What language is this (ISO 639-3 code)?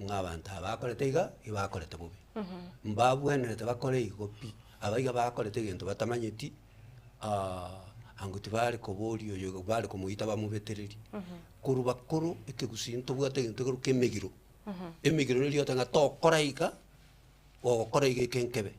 guz